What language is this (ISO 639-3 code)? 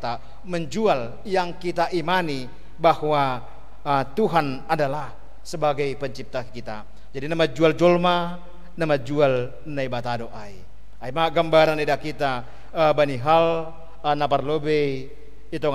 bts